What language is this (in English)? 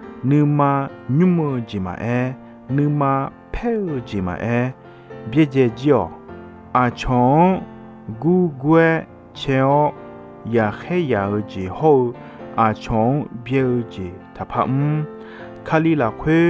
Akha